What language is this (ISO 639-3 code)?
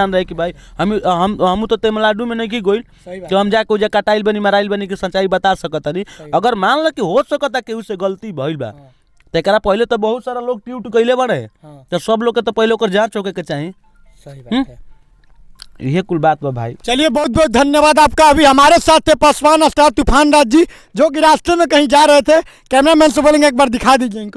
bho